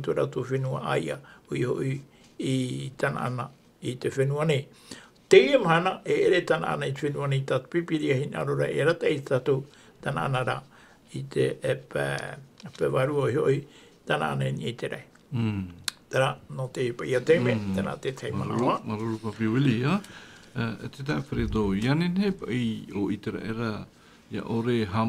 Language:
Tahitian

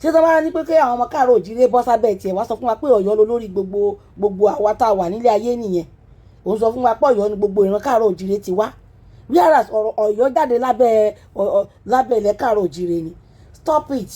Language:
Yoruba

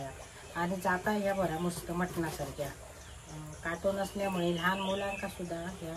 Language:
Konkani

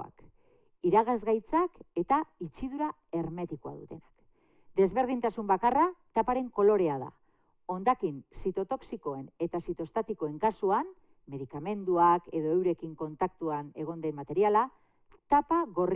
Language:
Basque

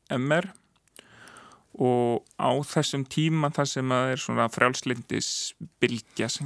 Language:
Icelandic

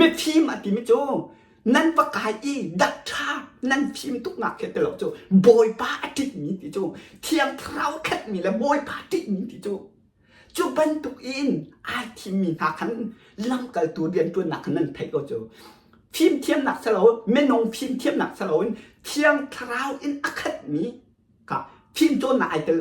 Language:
Hakha Chin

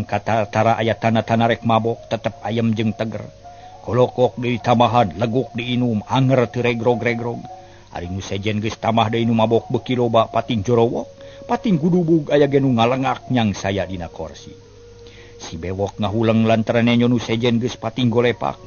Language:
Sundanese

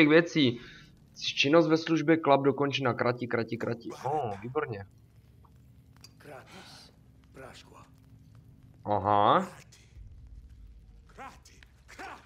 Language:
Czech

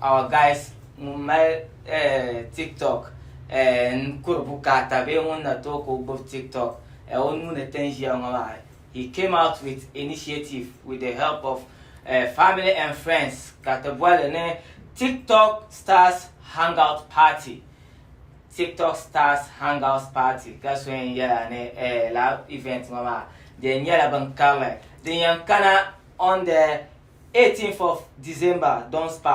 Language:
Dagbani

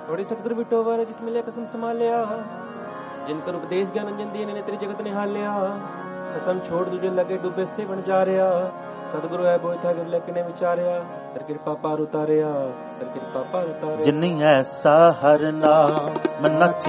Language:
Punjabi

